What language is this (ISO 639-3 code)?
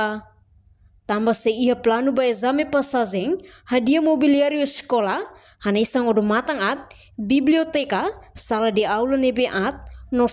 tet